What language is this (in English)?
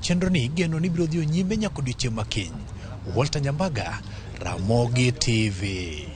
Luo (Kenya and Tanzania)